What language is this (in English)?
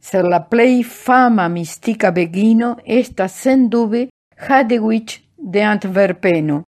Esperanto